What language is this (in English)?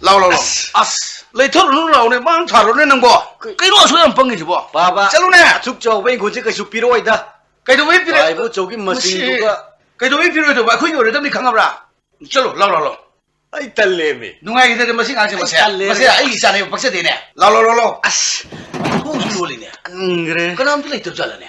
Manipuri